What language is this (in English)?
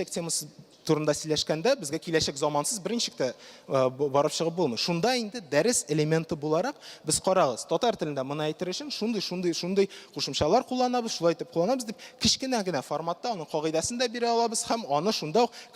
Tatar